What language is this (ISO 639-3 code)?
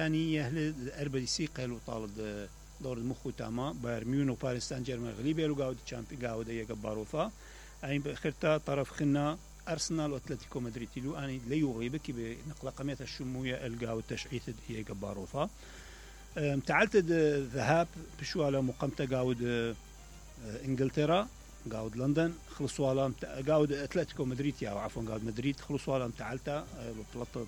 acm